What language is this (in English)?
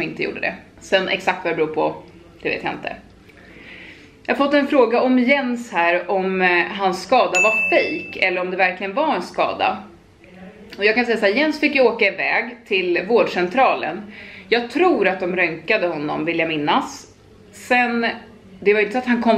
Swedish